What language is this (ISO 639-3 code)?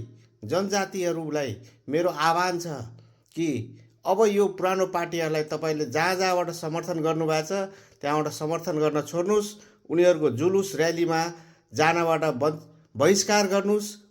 nep